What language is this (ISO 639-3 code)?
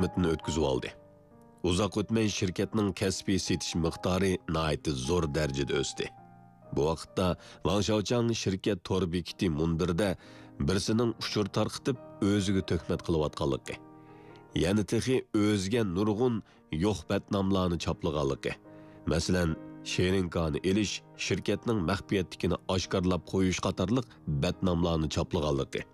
uig